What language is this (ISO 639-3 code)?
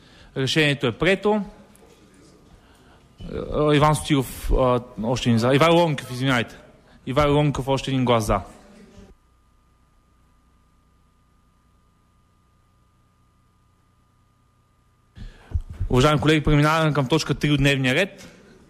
bul